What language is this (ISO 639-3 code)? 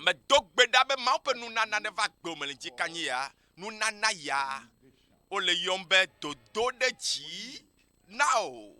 ewe